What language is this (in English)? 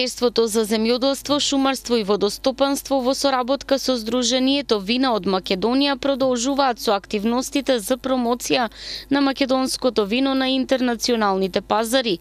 Macedonian